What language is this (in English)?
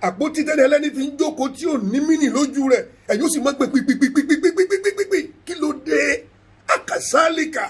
Yoruba